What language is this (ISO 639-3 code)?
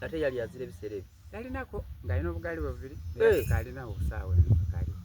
xog